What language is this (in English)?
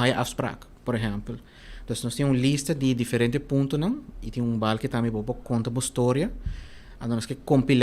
Papiamento